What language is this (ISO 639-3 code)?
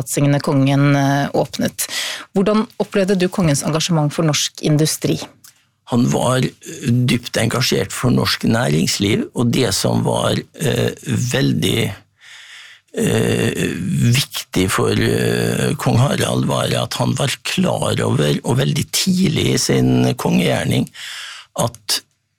nor